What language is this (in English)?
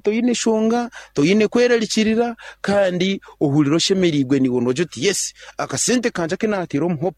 Nyankole